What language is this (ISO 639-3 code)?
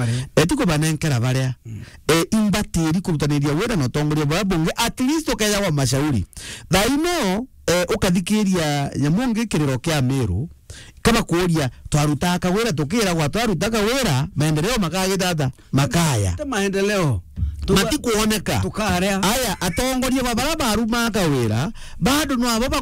mer